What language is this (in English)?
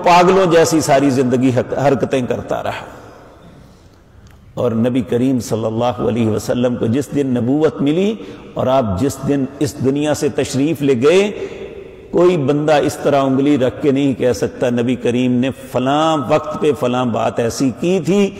Urdu